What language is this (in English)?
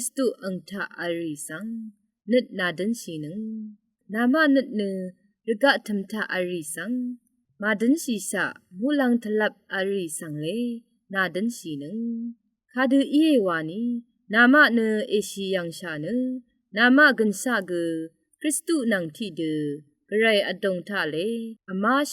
Rawang